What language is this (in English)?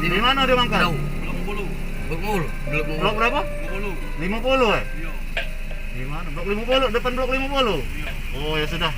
Musi